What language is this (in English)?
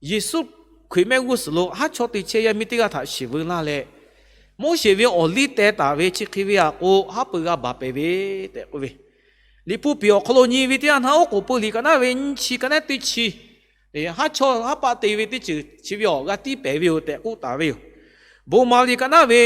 Lahu